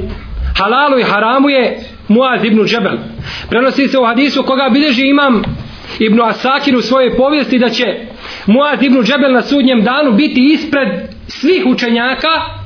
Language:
Bosnian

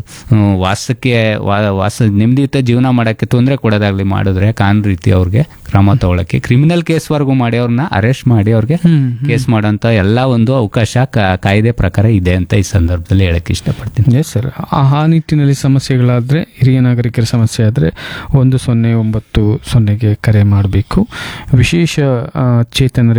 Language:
Kannada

